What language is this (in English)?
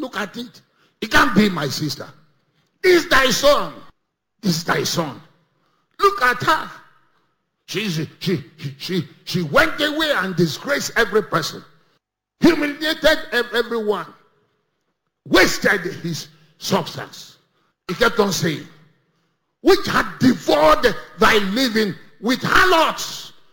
English